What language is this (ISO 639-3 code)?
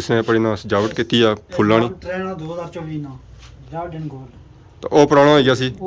phr